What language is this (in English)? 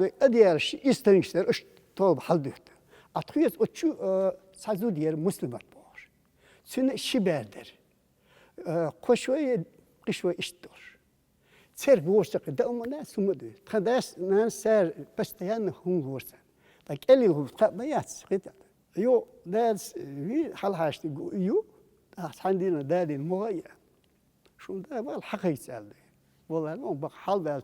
Chechen